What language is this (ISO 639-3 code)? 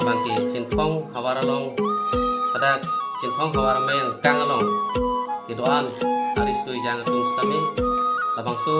mjw